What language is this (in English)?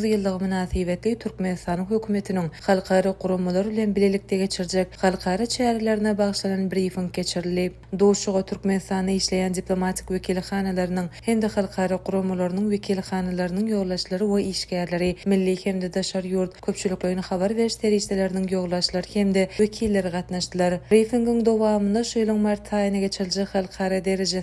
Turkmen